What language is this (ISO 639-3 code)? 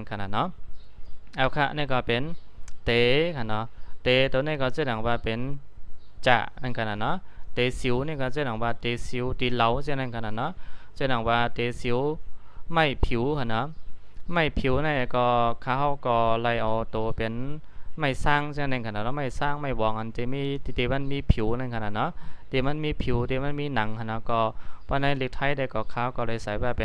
shn